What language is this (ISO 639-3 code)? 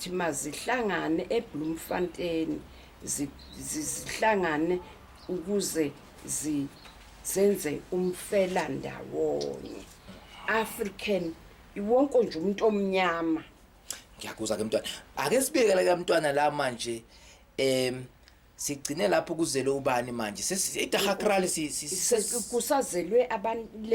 zul